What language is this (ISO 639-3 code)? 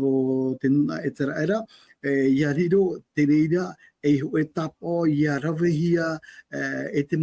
tah